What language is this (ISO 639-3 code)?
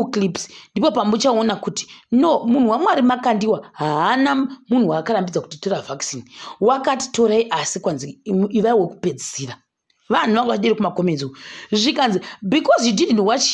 sna